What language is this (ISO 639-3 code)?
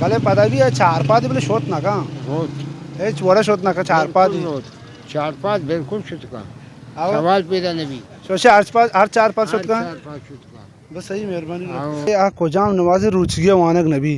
bal